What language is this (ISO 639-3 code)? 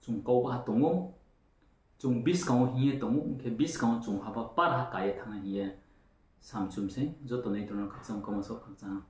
ria